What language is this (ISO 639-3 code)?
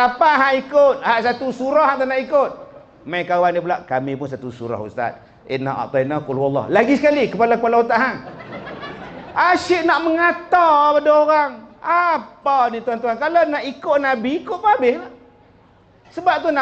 msa